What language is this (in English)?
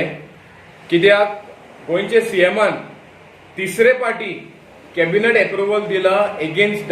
Konkani